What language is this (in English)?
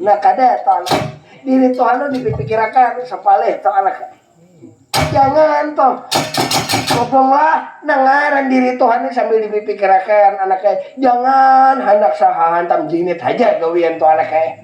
Banjar